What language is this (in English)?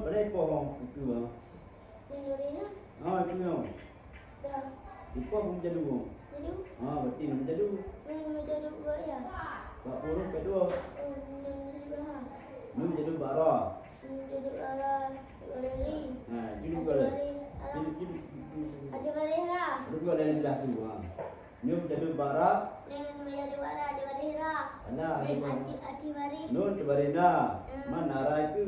Achinese